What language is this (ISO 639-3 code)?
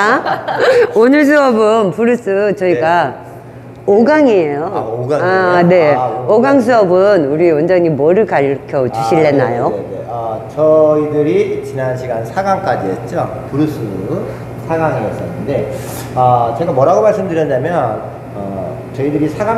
kor